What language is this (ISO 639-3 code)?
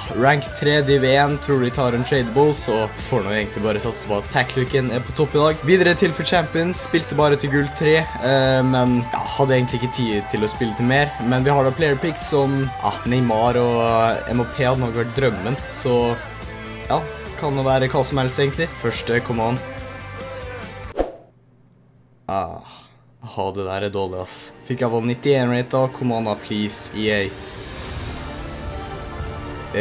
nor